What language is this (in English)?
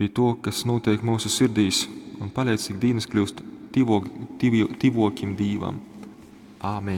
Latgalian